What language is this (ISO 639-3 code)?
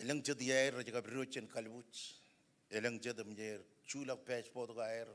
mah